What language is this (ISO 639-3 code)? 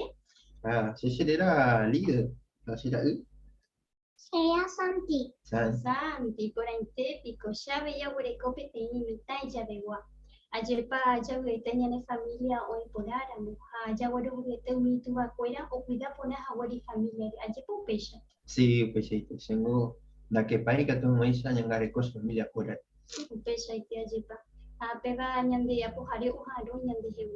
grn